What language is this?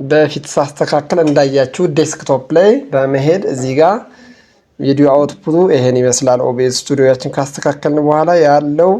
Amharic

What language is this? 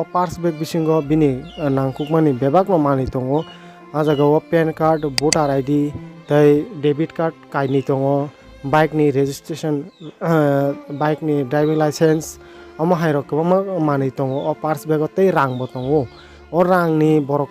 Kok Borok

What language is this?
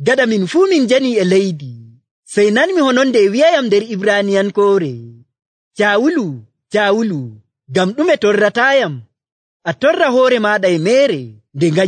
Nigerian Fulfulde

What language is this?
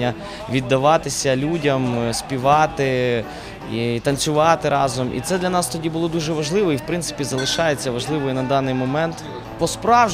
Ukrainian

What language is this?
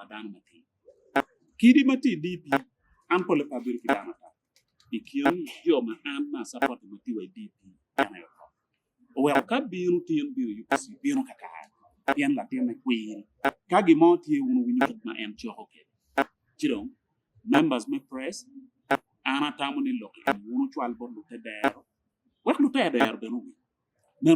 Acoli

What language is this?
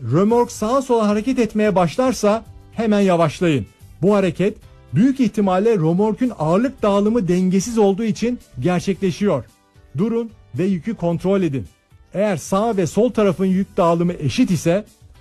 Turkish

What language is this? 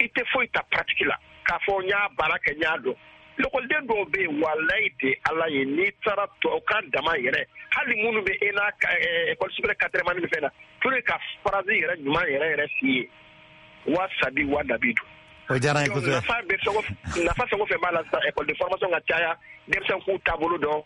Bambara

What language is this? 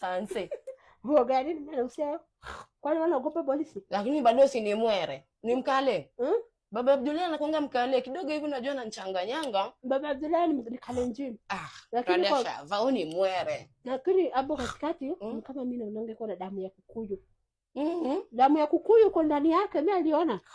Swahili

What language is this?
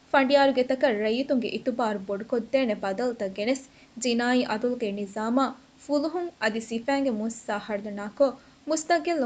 Divehi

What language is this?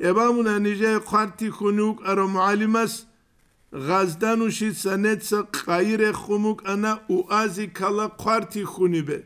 Avaric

